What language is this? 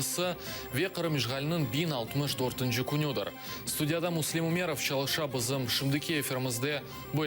Crimean Tatar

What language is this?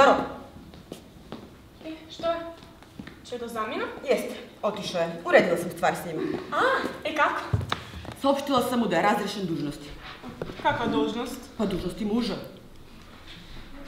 Serbian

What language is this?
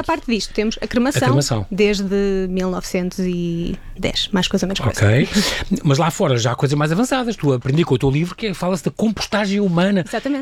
Portuguese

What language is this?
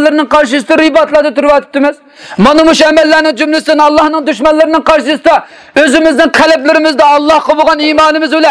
Uyghur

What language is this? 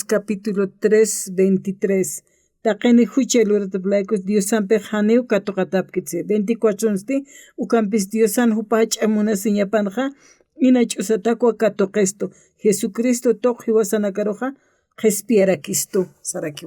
Aymara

